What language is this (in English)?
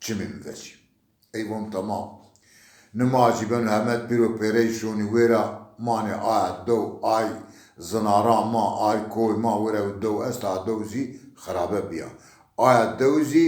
Zaza